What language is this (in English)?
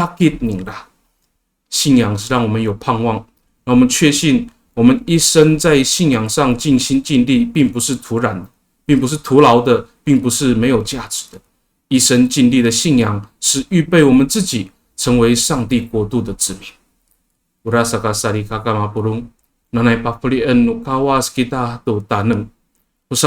Amis